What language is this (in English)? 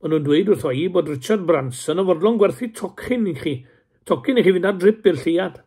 Welsh